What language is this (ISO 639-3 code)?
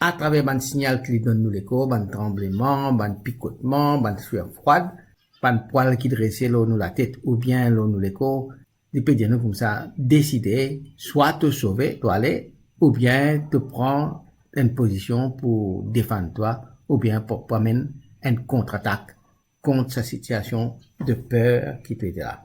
mfe